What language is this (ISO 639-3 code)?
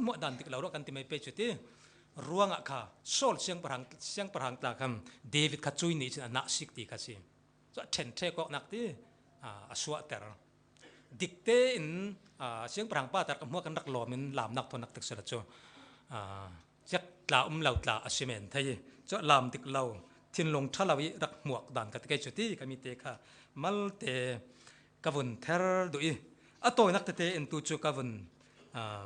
cfm